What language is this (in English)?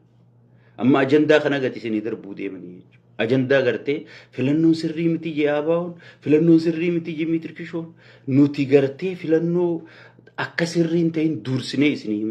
Oromo